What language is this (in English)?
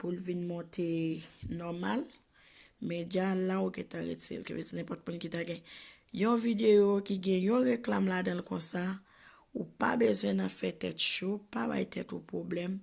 Haitian Creole